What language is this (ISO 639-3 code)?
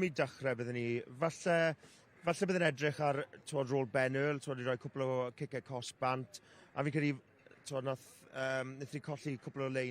cym